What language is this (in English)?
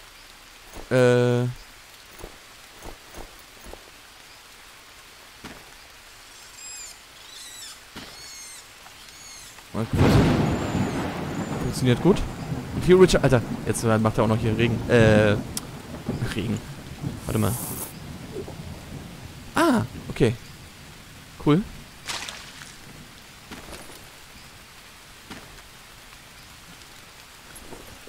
German